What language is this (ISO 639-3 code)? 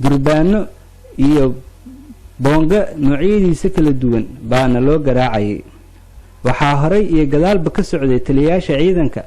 som